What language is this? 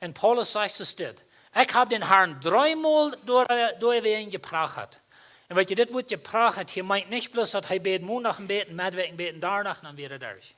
Plautdietsch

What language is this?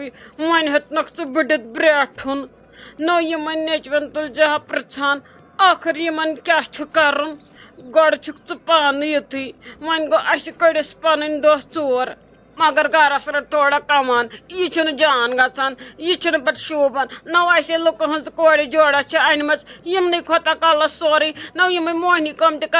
Kashmiri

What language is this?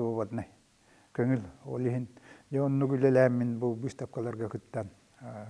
Yakut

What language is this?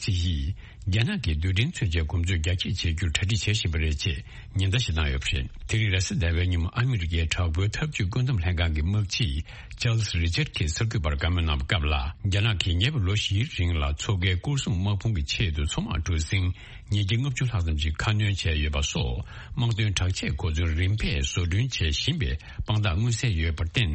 Tibetan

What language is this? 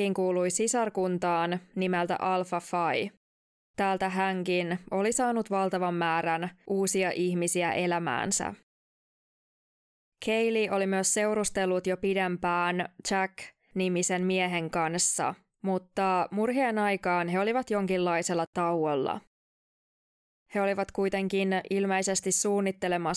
Finnish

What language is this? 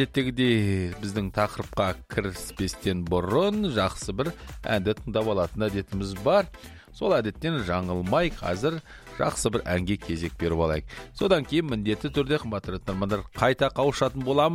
Kazakh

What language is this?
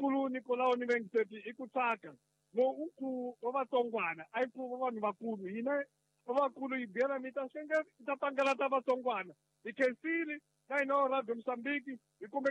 Tsonga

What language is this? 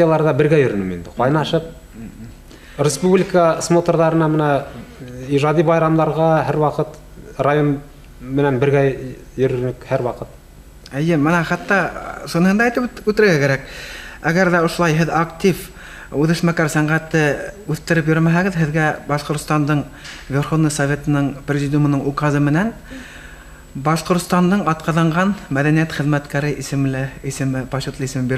Bashkir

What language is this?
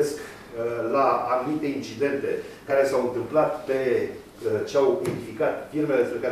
Romanian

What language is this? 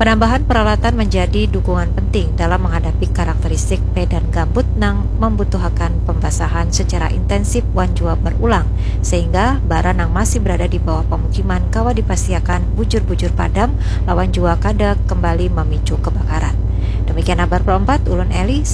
Banjar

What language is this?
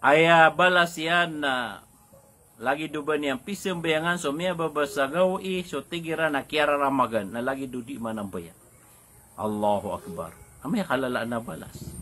Maranao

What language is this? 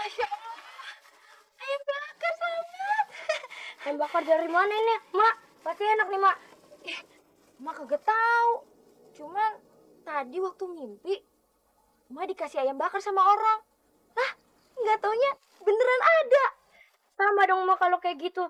Betawi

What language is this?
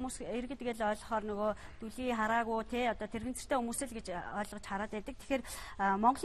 Mongolian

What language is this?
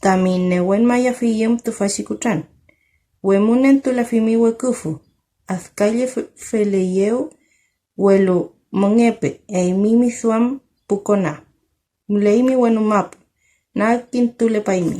Mapuche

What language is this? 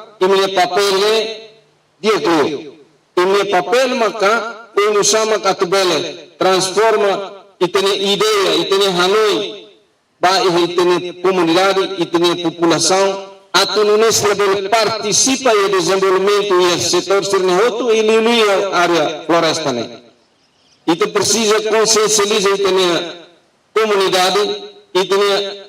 Tetum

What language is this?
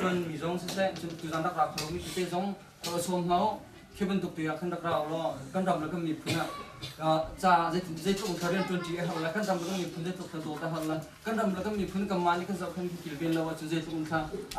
Hakha Chin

